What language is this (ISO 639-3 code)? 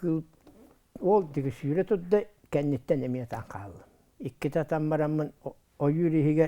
sah